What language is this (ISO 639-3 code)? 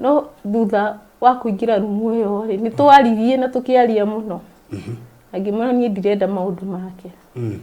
kik